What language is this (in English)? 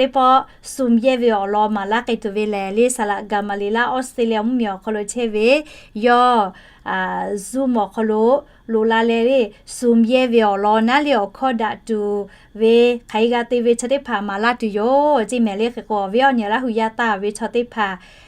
Lahu